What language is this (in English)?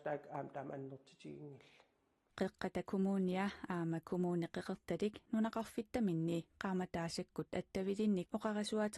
Kalaallisut